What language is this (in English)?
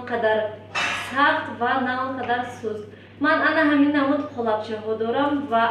Tajik